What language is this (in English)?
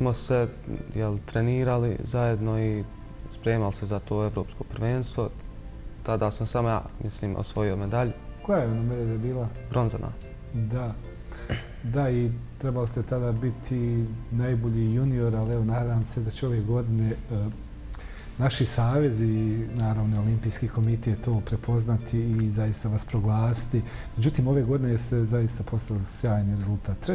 Bosnian